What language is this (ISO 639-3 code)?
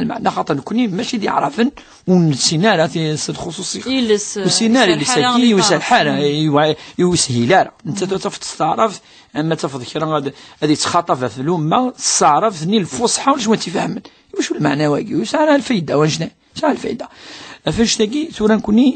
kab